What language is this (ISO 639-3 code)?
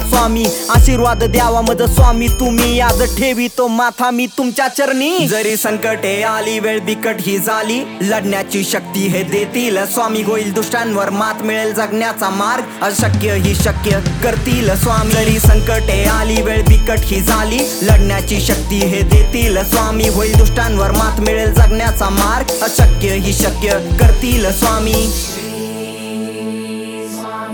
mar